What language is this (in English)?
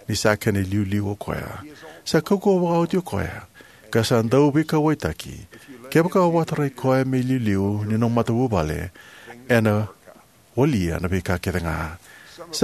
Fijian